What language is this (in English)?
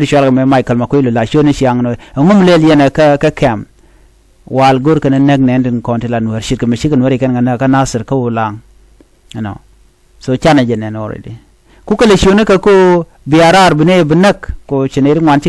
Nuer